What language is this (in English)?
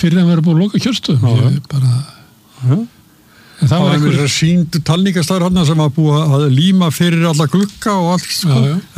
Icelandic